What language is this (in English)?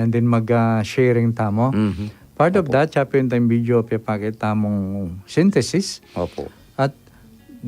Pampanga